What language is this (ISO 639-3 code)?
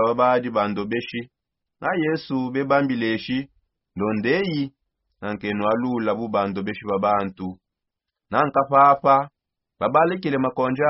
sop